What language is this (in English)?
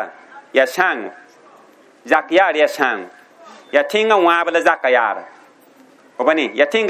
Mossi